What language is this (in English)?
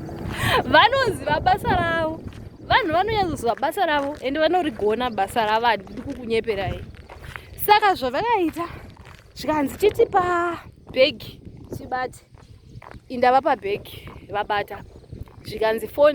Shona